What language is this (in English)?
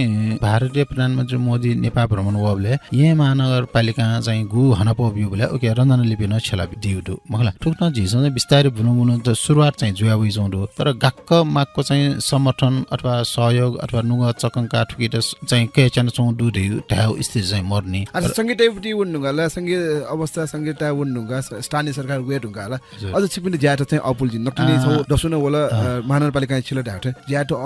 Newari